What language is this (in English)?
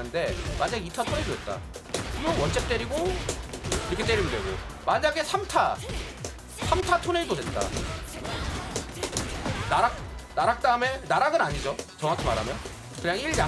Korean